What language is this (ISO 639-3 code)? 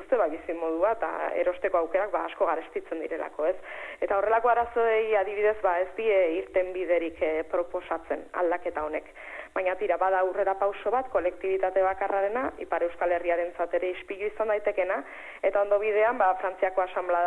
eus